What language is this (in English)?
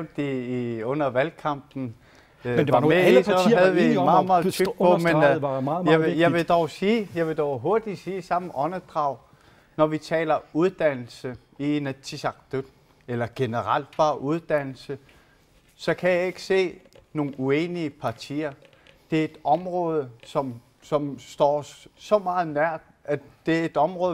Danish